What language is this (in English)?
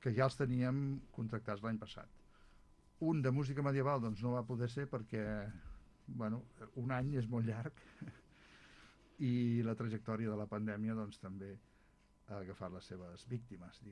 Catalan